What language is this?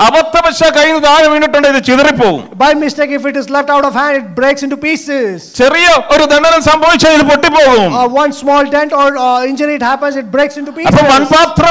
Malayalam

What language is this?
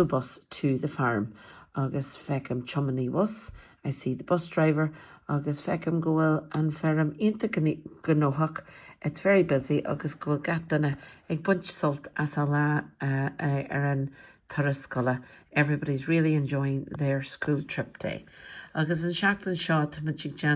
Irish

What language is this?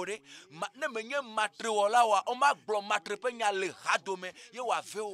Ewe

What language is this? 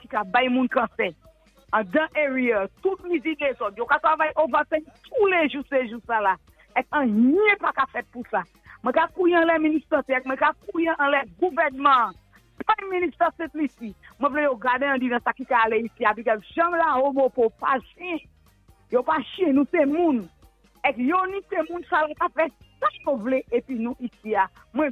Saint Lucian Creole French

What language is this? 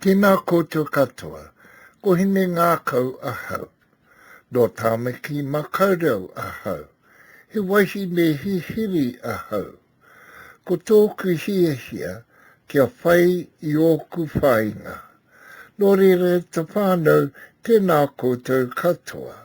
Māori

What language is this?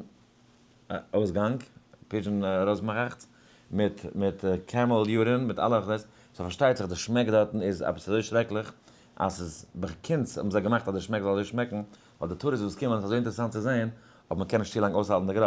Yiddish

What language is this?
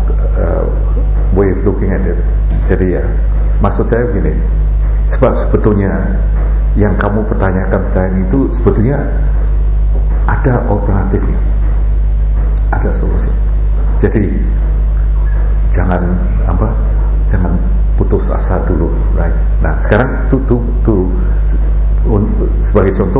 Indonesian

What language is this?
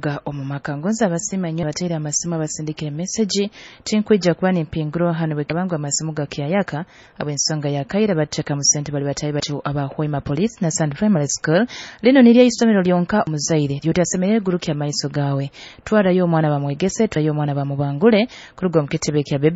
Nyoro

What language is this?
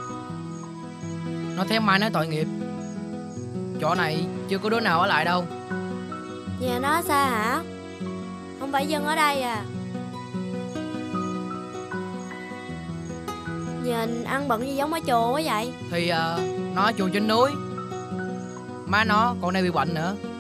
Vietnamese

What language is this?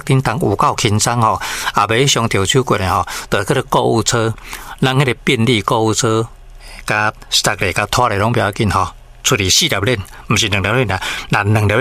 Min Nan Chinese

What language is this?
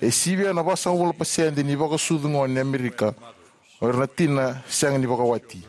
Fijian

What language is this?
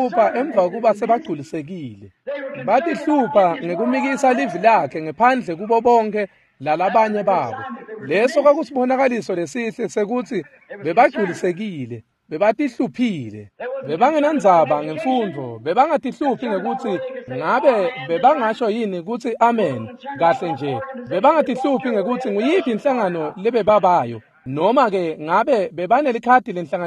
Swati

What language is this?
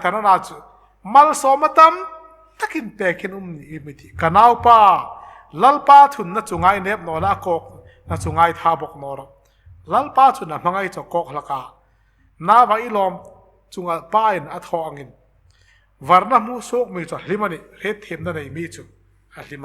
Hmar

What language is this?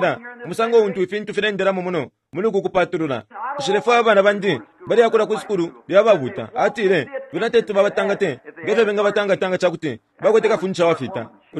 Bemba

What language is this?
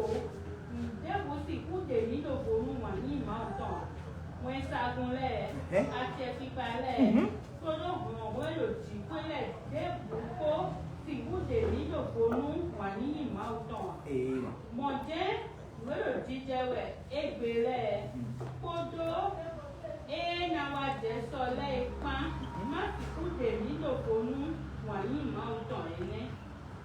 Fon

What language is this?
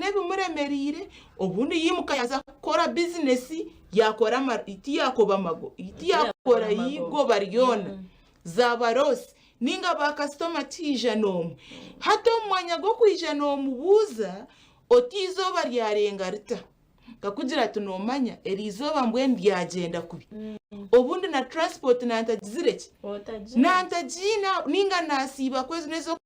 Nyankole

